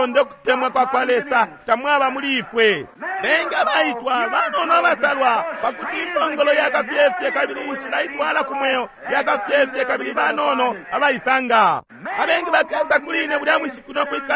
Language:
Bemba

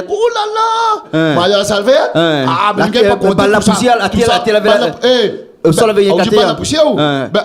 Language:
Réunion Creole French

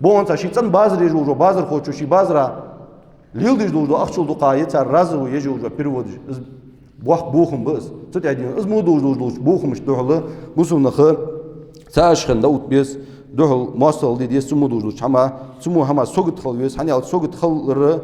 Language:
Ingush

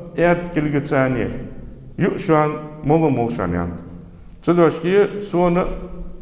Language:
Ingush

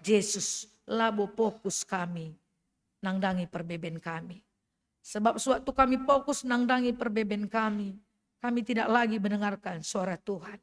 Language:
Batak Karo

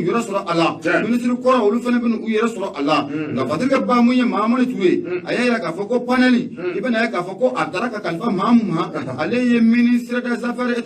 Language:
Bambara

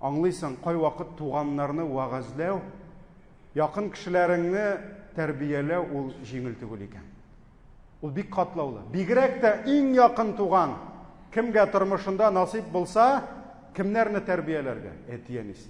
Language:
Tatar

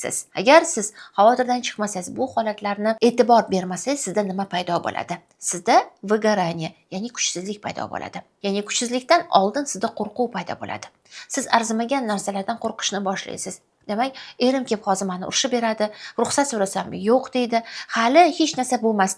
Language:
Uzbek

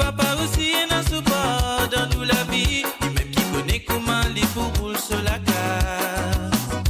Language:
Morisyen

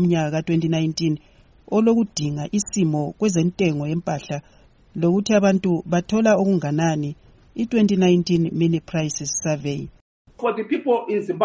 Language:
North Ndebele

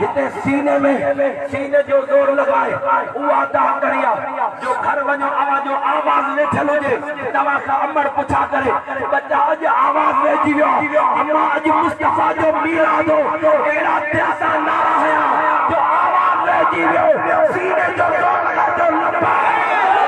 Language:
Sindhi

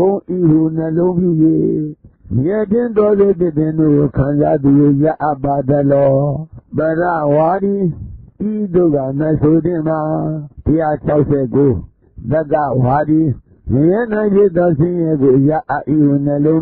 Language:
Burmese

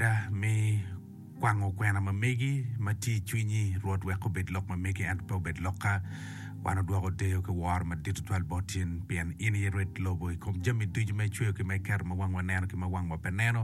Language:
Acoli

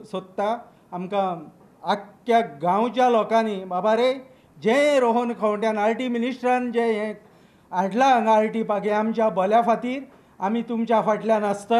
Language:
Konkani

